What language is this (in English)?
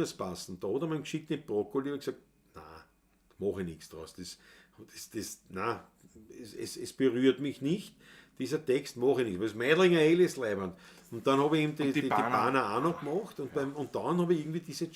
Bavarian